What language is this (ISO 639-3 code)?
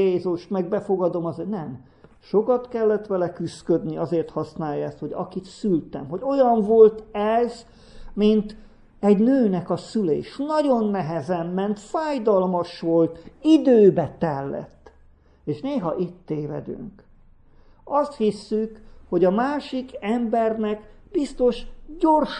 hun